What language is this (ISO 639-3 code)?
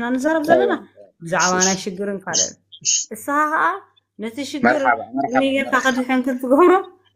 tir